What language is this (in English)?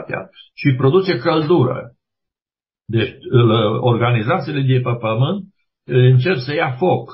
Romanian